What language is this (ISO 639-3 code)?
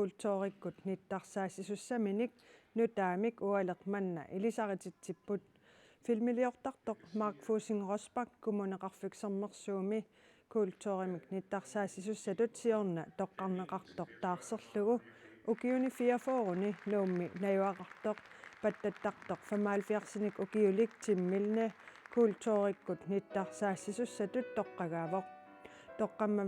kal